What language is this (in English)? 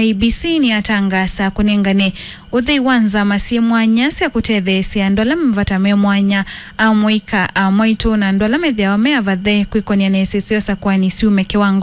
Kamba